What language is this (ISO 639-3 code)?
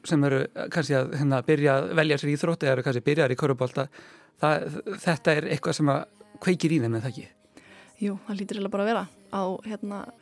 isl